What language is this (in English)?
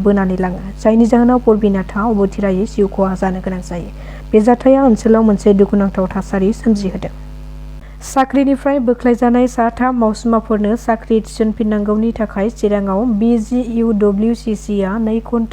Bodo